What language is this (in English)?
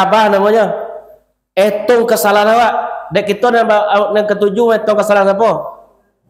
Minangkabau